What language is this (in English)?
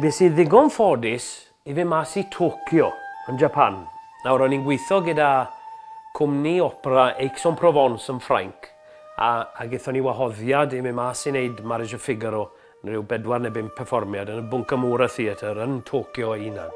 Welsh